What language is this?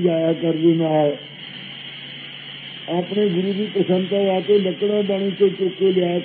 Punjabi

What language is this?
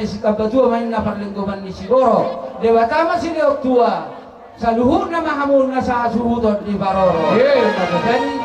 Batak Toba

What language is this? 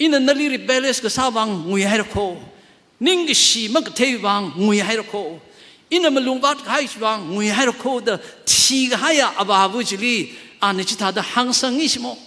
Tangkhul Naga (India)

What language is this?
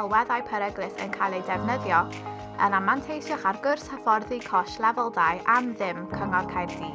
Welsh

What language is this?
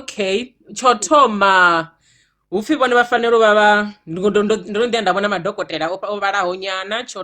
Venda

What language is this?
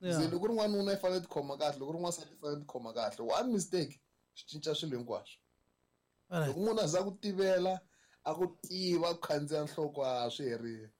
Tsonga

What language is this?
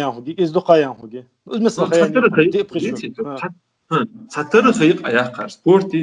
Ingush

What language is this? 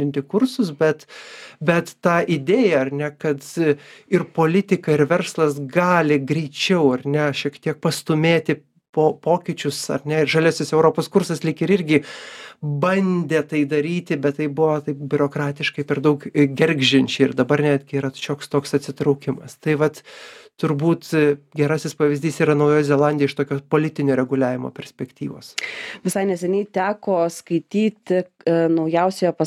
Lithuanian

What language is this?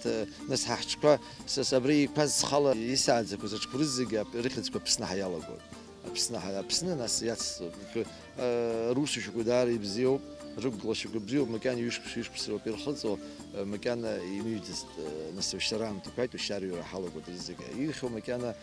Abkhazian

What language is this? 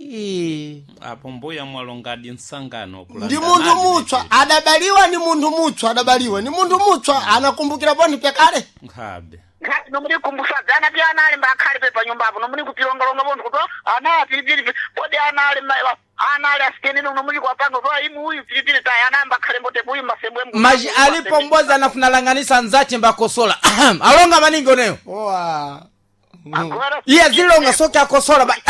Sena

